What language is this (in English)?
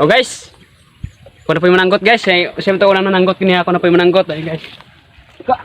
Cebuano